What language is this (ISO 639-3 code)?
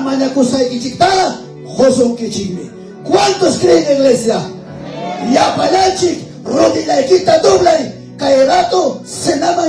quy